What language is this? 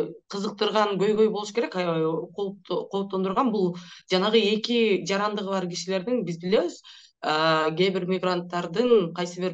Kyrgyz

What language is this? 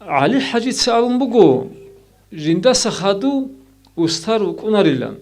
Avaric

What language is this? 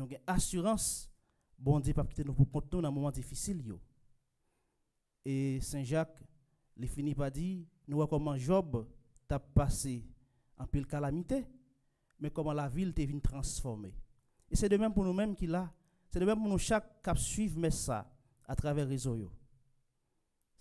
French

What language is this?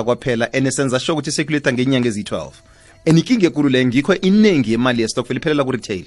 South Ndebele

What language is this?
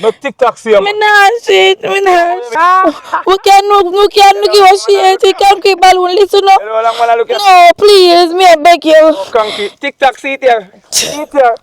Jamaican Creole English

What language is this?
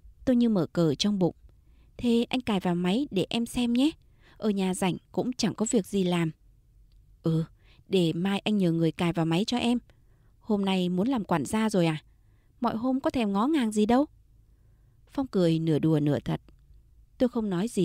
Vietnamese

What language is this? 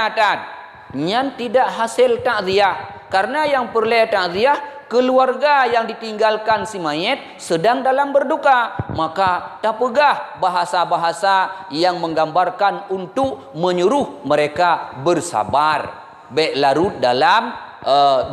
Achinese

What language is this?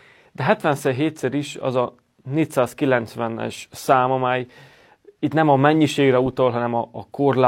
Hungarian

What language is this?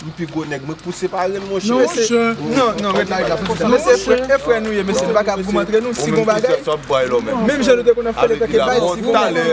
Haitian Creole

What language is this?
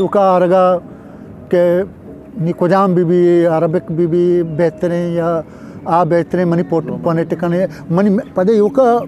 Eastern Balochi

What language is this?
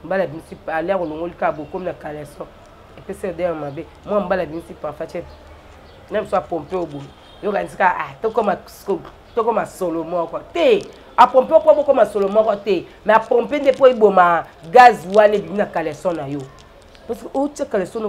Lingala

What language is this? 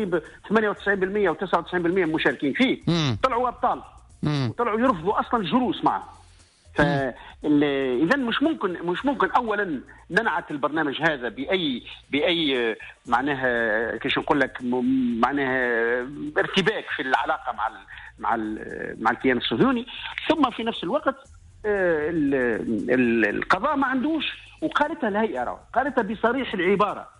Tunisian Arabic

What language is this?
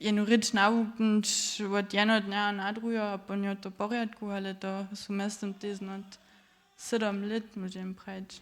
Upper Sorbian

